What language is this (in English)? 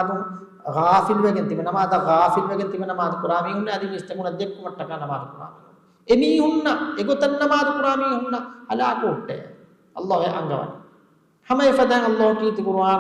Divehi